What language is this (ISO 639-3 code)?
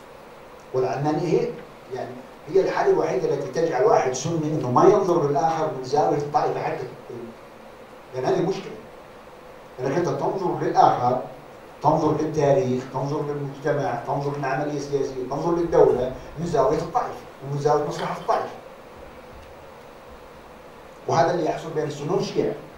ara